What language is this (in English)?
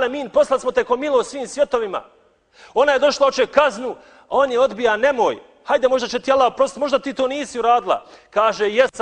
Bosnian